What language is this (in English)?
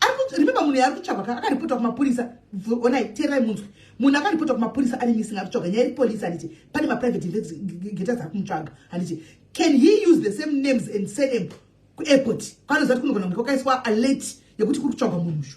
Shona